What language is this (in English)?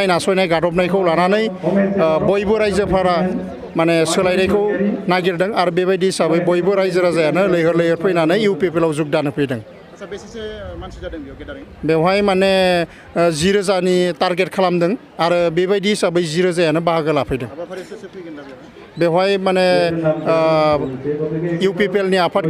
Bodo